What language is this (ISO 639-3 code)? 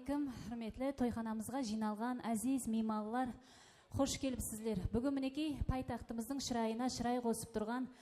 kaa